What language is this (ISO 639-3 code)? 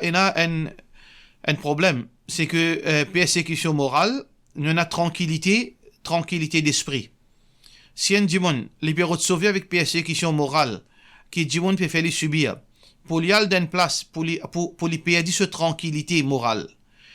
mfe